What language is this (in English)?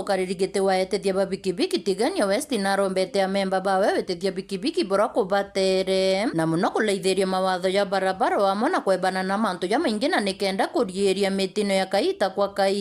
Meru